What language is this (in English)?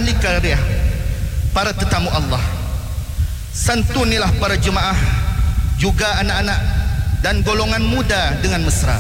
Malay